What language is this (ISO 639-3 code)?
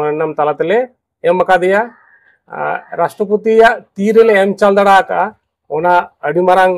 sat